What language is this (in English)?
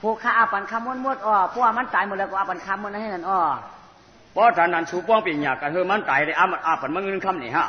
Shan